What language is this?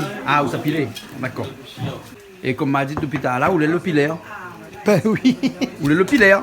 Réunion Creole French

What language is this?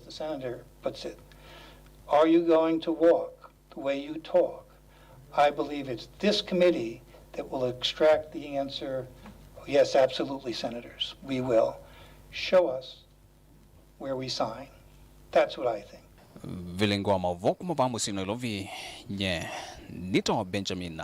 Kamba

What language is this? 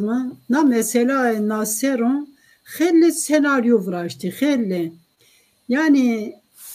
Zaza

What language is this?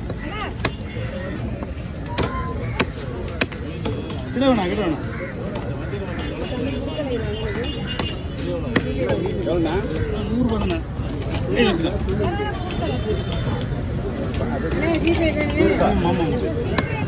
Tamil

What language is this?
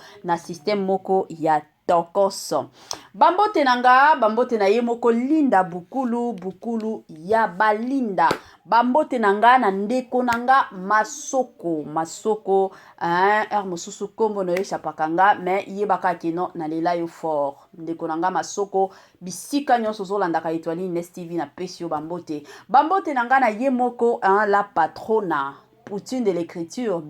Lingala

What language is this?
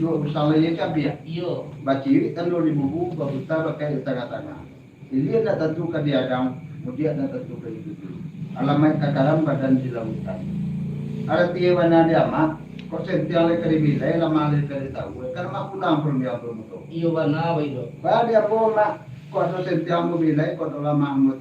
Minangkabau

